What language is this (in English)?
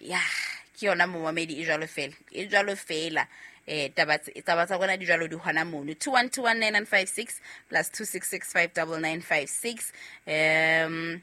Southern Sotho